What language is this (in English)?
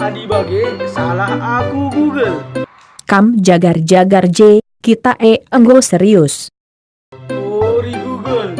Batak Karo